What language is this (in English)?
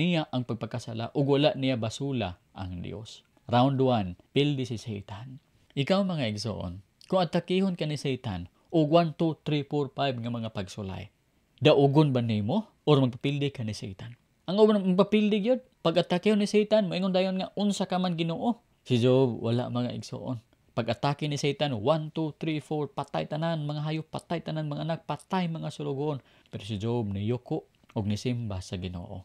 Cebuano